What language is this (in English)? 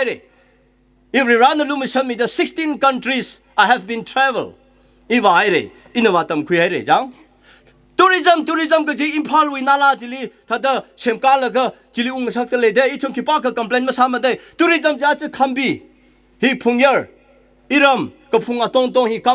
Tangkhul Naga (India)